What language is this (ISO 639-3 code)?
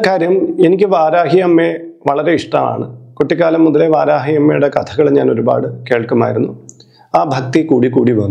mal